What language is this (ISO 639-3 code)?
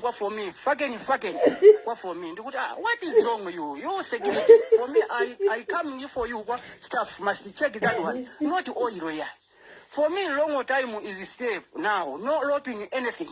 sna